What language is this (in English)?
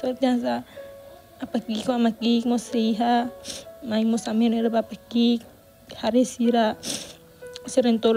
Tetum